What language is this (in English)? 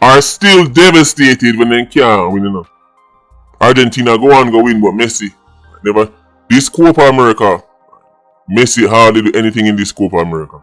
Jamaican Creole English